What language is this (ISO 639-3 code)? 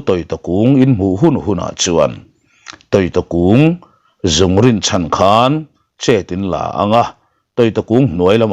lus